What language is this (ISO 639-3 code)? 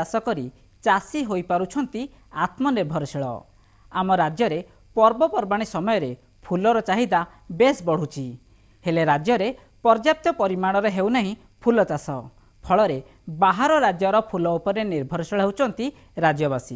ori